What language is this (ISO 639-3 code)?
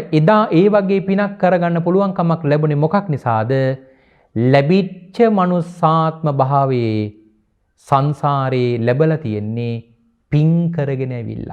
sin